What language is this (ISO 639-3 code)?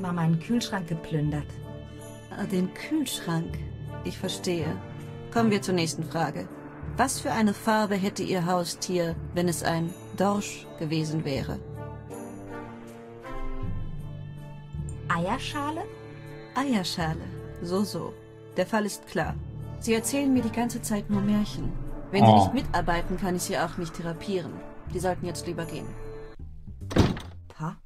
deu